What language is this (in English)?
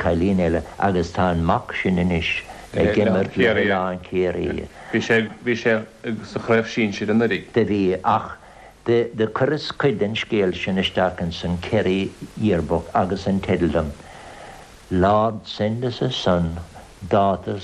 Irish